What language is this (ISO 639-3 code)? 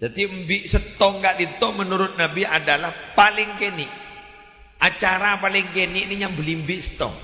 mad